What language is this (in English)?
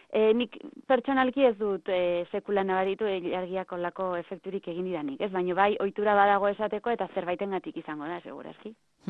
Basque